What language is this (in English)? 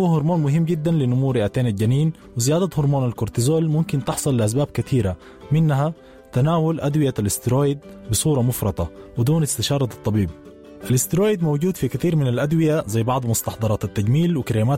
Sudanese Arabic